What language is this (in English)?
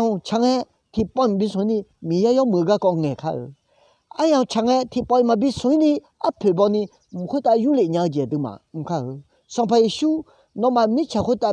Akha